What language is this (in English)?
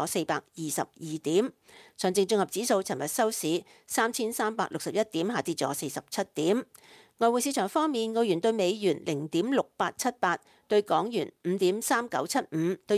Cantonese